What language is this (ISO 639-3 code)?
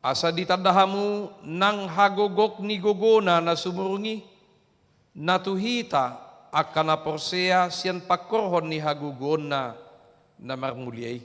bbc